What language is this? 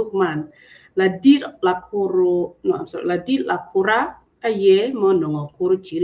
Acoli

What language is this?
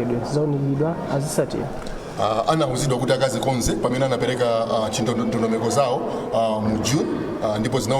Nyanja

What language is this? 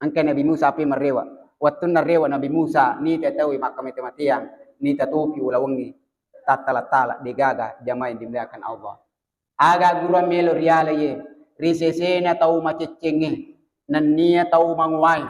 Buginese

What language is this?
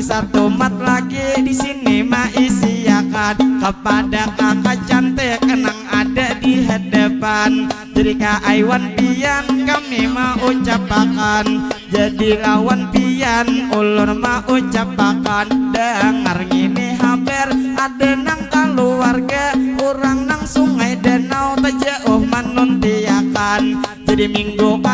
Banjar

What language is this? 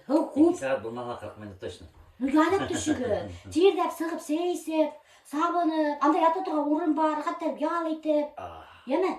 Bashkir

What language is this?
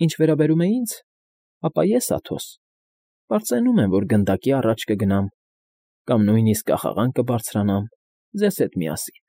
Armenian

